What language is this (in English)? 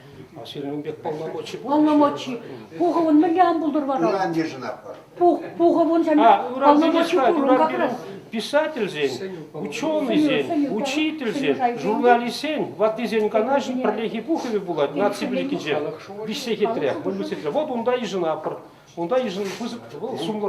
Chuvash